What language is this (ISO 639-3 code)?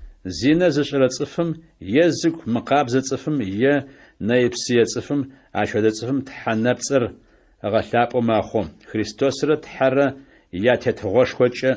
ady